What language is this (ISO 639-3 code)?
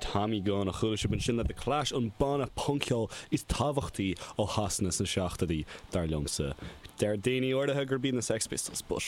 gle